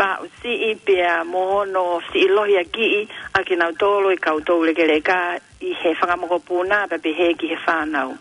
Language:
Tongan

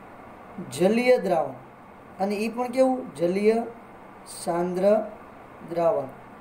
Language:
Gujarati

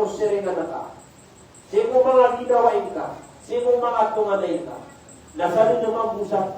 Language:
Maranao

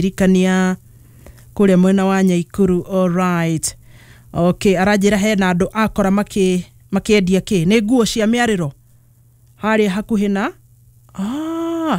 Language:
Kikuyu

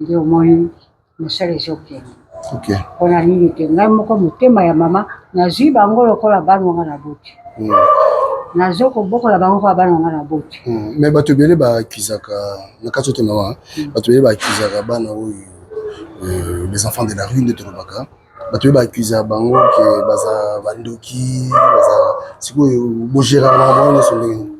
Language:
Lingala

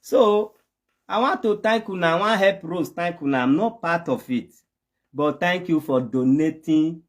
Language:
Nigerian Pidgin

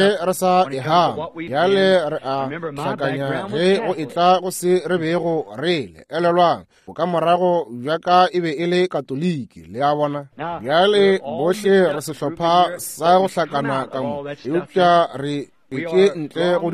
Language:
Northern Sotho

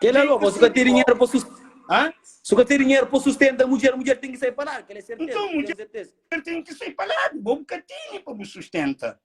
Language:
Kabuverdianu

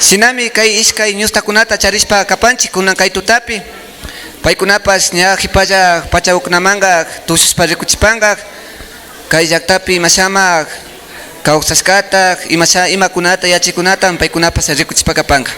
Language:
Imbabura Highland Quichua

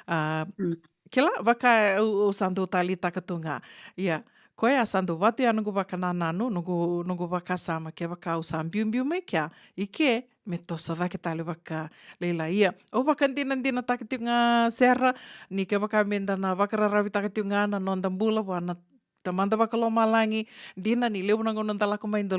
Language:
Fijian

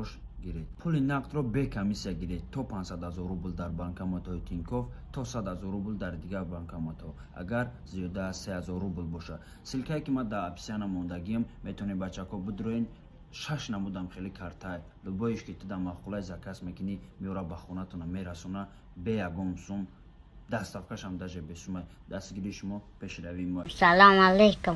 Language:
Tajik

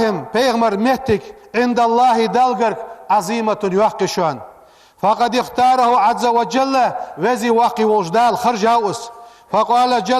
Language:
Ingush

